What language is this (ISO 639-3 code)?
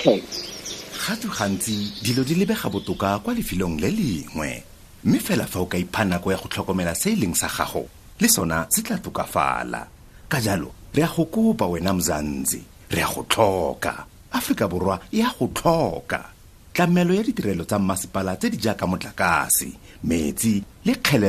tsn